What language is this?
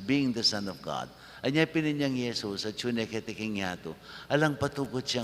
Pampanga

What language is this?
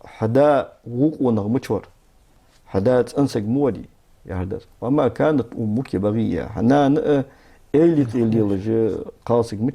Ingush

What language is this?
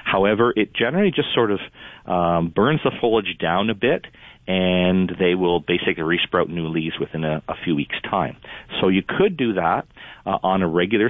English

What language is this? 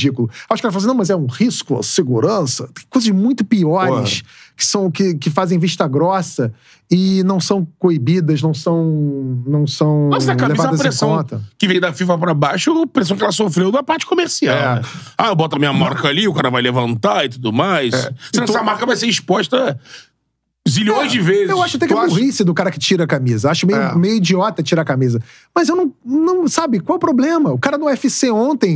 Portuguese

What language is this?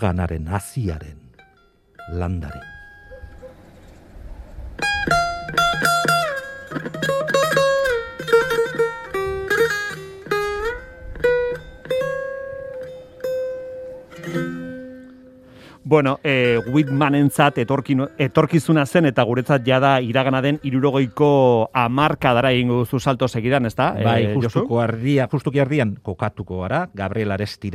Basque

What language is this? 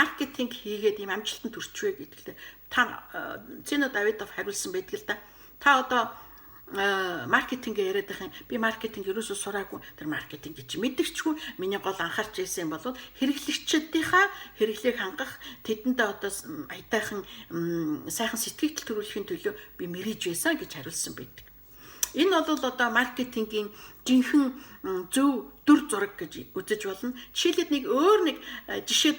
Mongolian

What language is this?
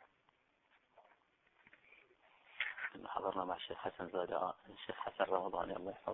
Arabic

